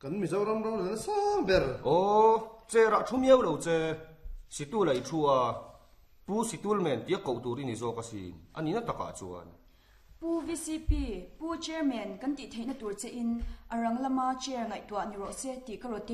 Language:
Mizo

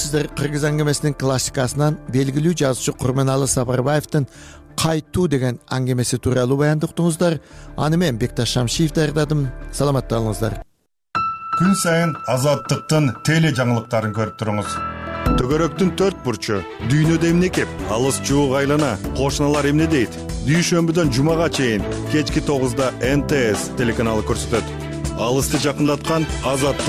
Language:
Kyrgyz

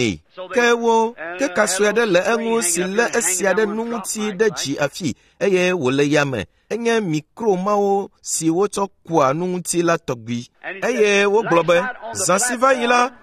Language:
Ewe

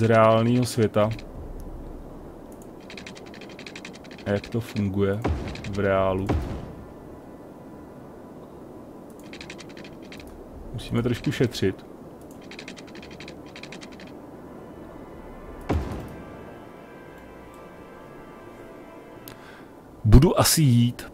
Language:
Czech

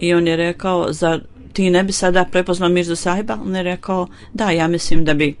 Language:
Bosnian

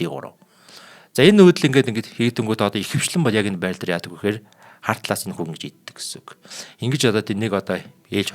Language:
Mongolian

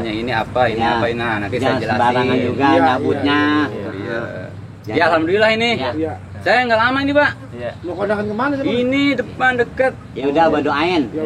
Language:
Betawi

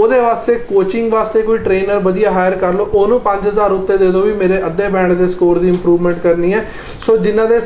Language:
Punjabi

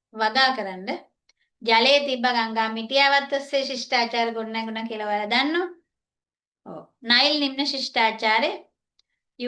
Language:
Sinhala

